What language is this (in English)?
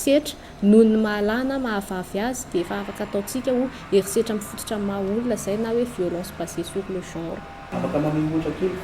Malagasy